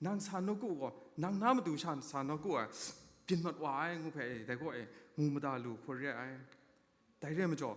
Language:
Kachin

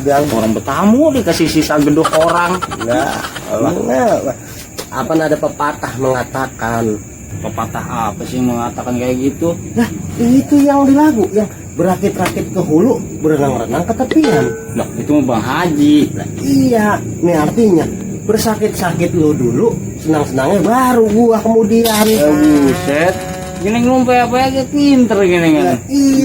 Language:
Betawi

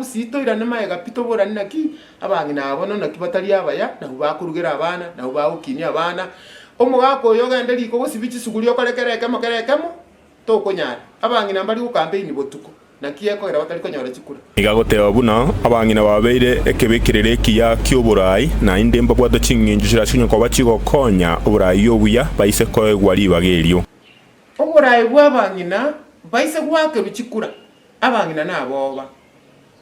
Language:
Gusii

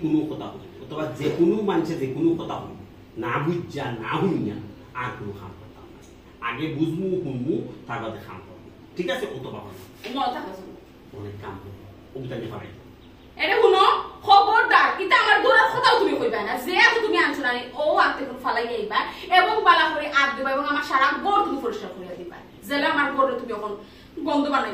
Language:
Sylheti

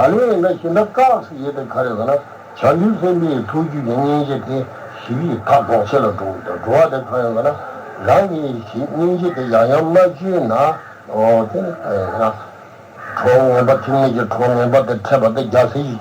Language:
Tibetan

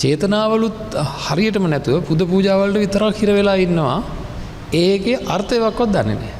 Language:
Sinhala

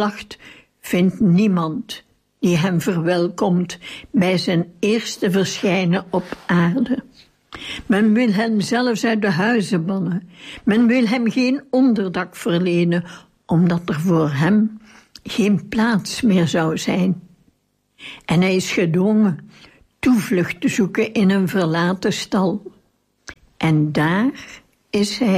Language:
Dutch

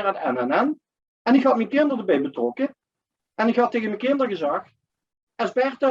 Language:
Limburgish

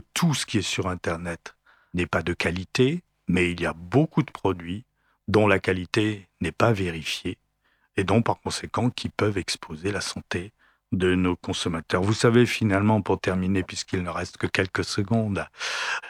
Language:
French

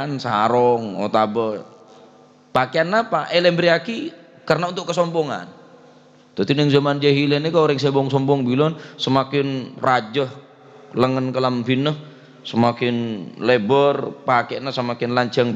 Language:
Madurese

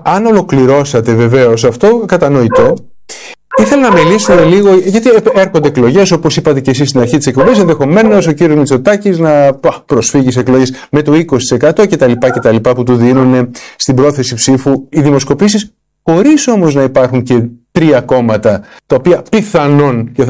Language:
Greek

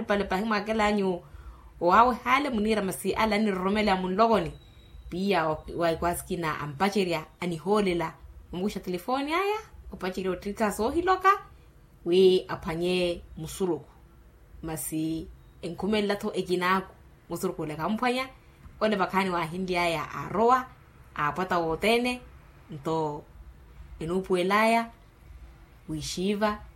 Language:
Makhuwa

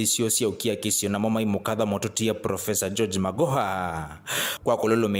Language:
Kamba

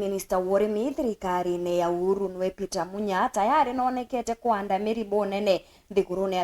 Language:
Meru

